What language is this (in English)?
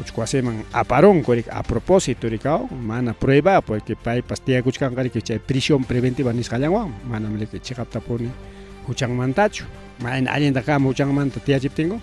Ayacucho Quechua